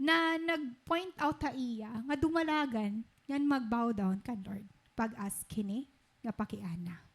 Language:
Waray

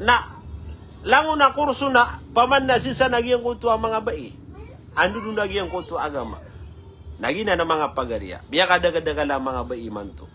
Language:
Maranao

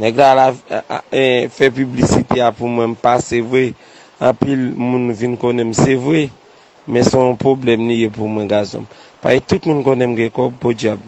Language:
Haitian Creole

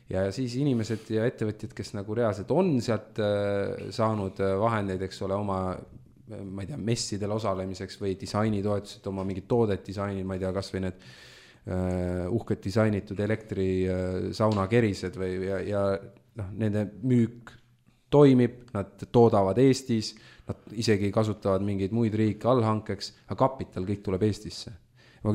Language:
Estonian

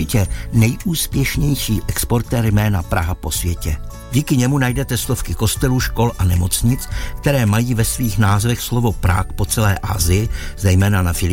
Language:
Czech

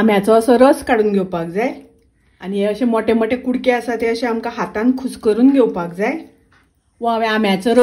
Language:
Konkani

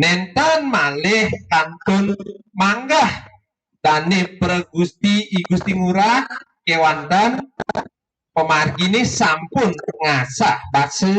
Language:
Balinese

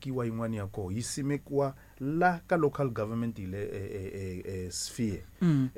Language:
Tsonga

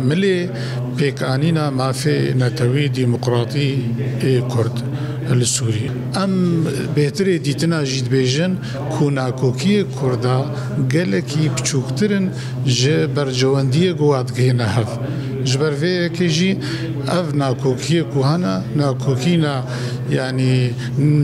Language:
Kurdish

